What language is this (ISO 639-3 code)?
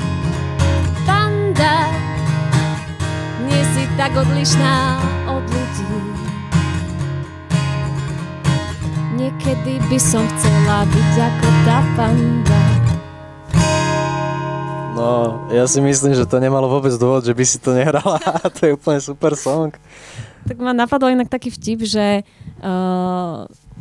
slk